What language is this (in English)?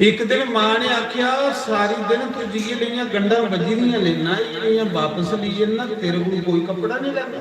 Dogri